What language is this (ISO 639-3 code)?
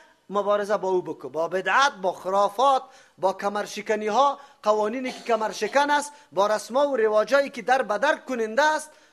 fas